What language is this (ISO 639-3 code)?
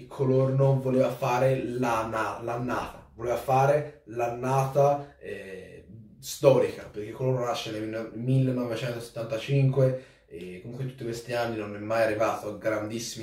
ita